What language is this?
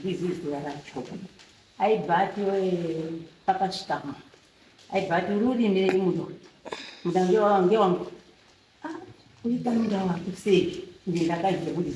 Shona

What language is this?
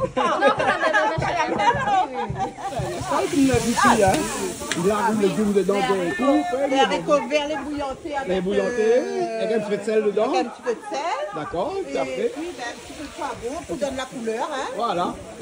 Réunion Creole French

